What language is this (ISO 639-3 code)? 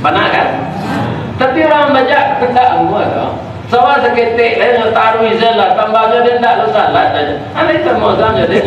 min